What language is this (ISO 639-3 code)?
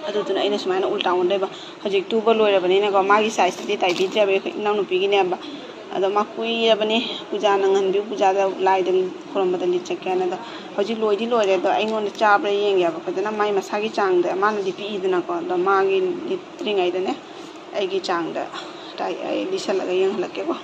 mni